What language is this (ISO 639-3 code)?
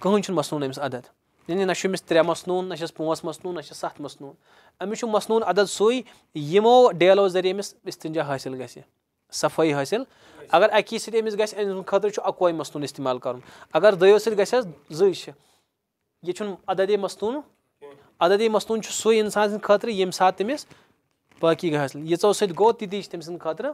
kas